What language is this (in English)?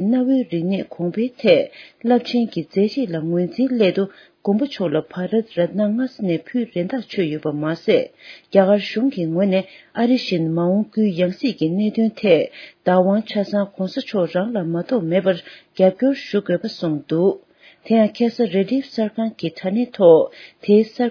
Tibetan